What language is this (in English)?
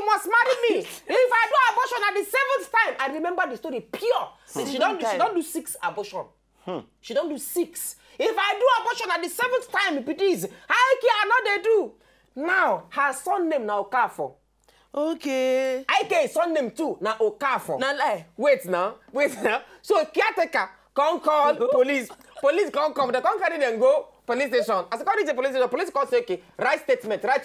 Nigerian Pidgin